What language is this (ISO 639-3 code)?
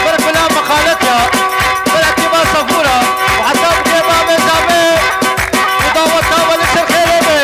kur